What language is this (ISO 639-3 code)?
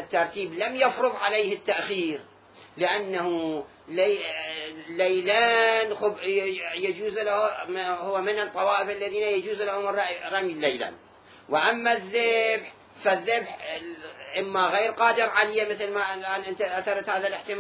acm